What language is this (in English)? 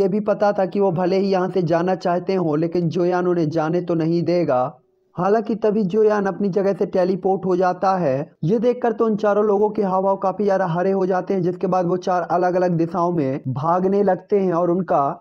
Hindi